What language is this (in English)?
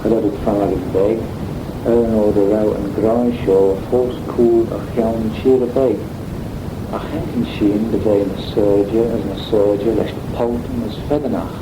Manx